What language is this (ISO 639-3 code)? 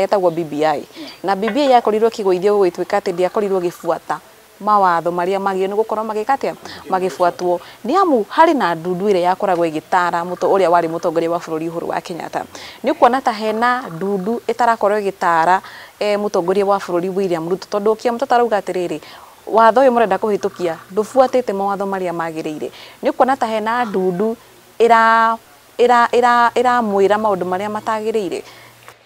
kik